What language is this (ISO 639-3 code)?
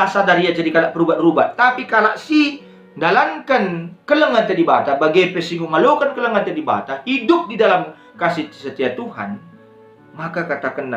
btx